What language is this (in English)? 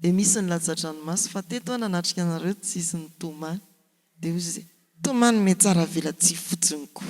Malagasy